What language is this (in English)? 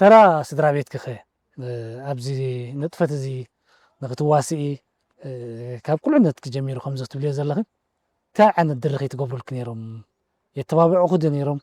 Tigrinya